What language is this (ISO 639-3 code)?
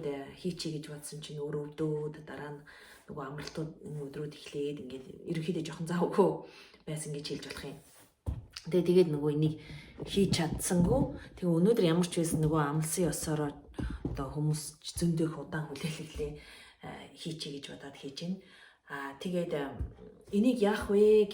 mon